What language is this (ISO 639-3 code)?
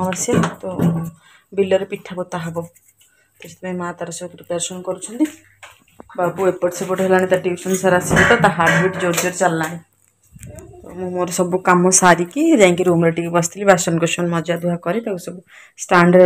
ori